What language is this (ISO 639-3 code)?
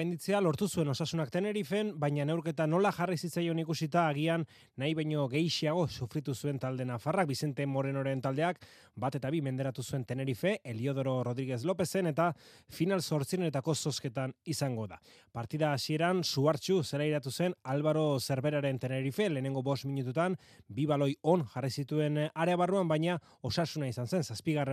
eus